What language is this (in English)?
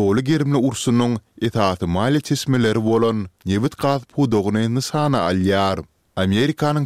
Turkmen